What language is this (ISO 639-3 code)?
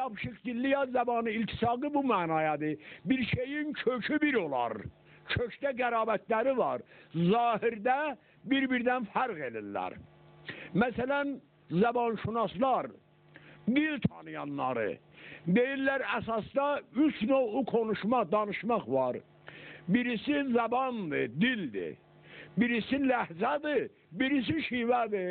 azb